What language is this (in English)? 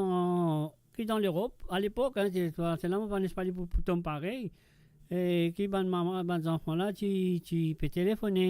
Morisyen